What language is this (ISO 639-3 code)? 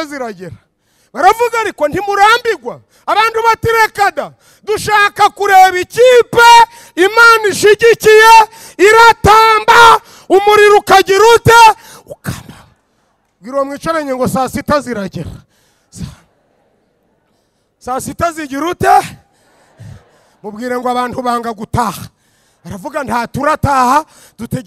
kin